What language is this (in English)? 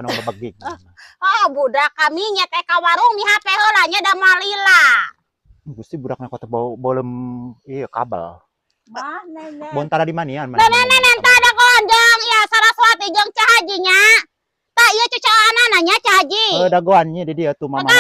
Sundanese